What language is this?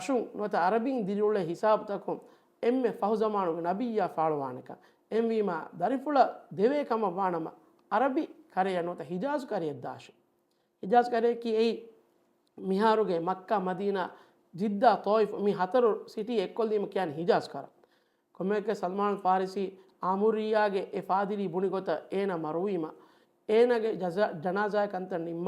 Divehi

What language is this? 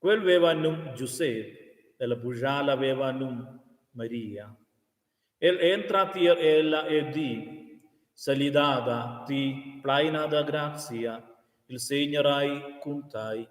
Romansh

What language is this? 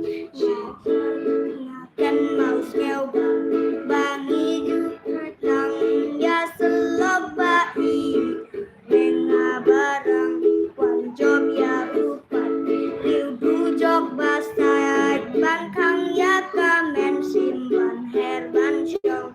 Khasi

